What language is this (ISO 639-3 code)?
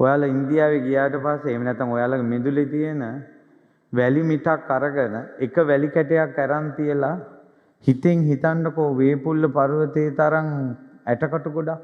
sin